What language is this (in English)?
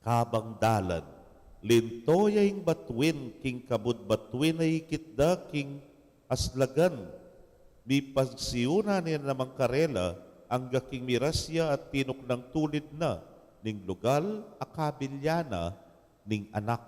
Pampanga